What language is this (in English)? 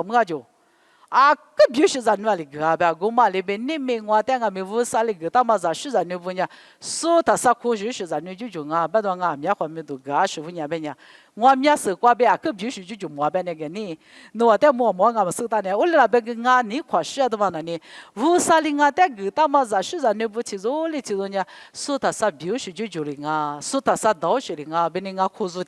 Lisu